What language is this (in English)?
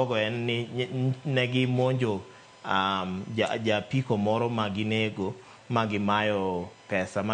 Luo (Kenya and Tanzania)